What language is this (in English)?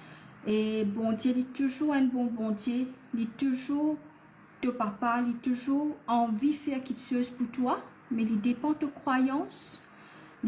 Morisyen